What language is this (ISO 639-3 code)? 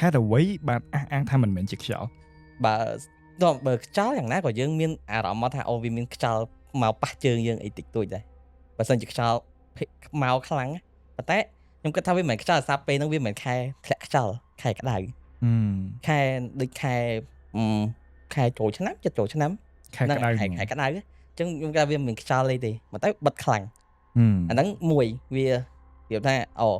khm